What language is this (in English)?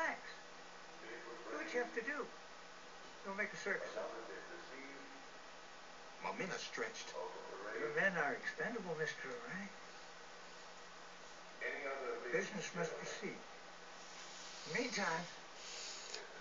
English